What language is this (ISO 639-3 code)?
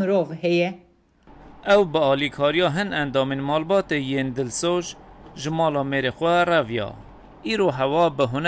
kur